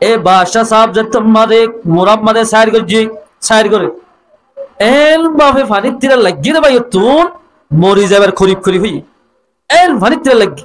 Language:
Rohingya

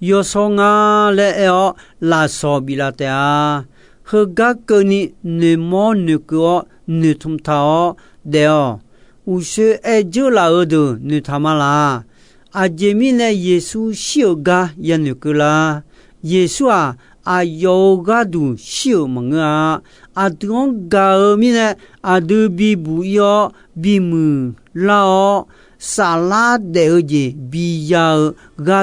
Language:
Akha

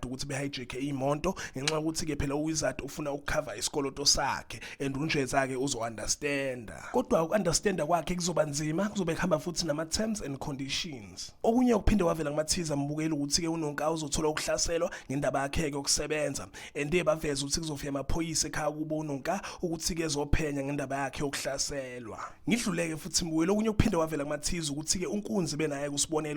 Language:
Zulu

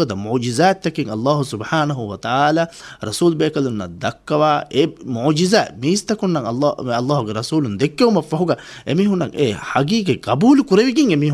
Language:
Divehi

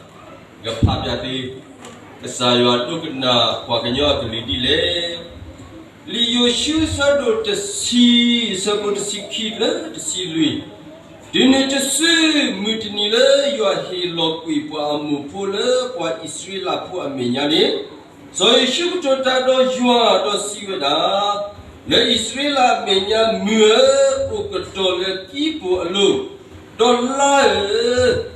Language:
S'gaw Karen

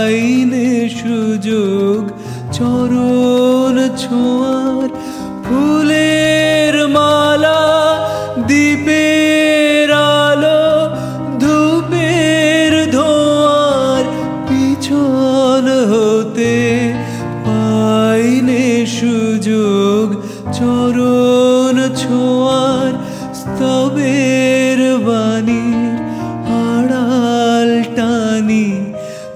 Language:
Bangla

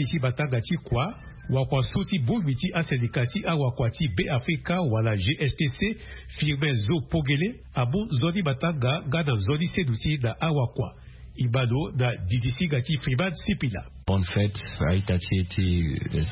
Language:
Sango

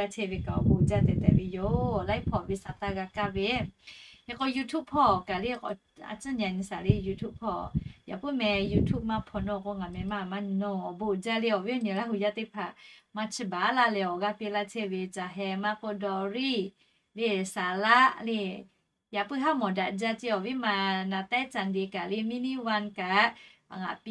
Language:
Lahu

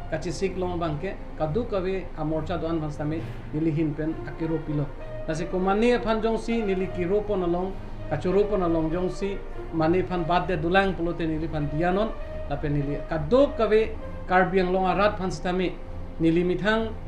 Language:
Karbi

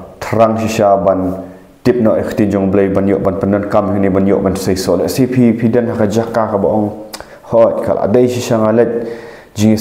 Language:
Khasi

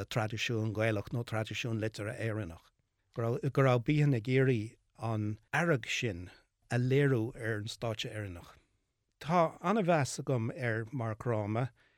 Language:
Irish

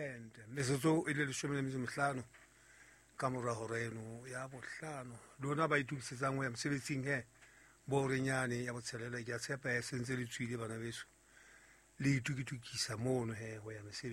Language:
Southern Sotho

